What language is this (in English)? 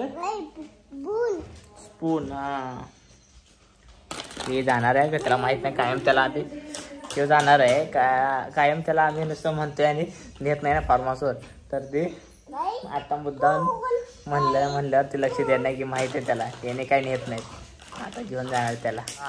Marathi